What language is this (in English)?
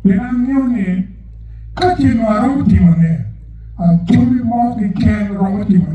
Acoli